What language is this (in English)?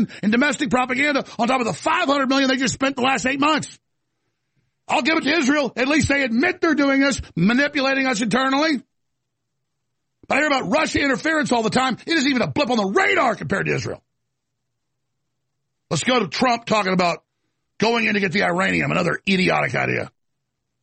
English